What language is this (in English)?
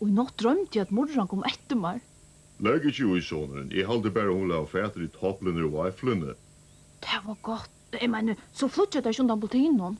Faroese